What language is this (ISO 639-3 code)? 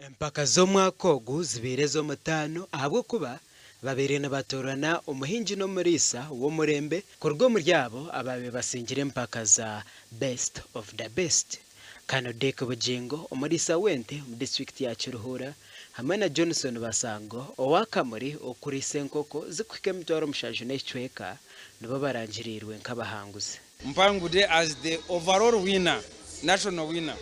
nyn